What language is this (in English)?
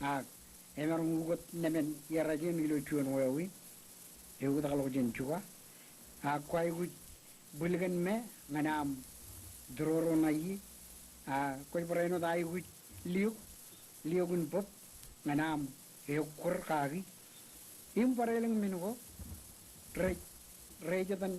Marshallese